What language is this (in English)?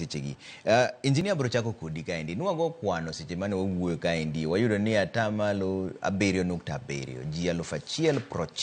Luo (Kenya and Tanzania)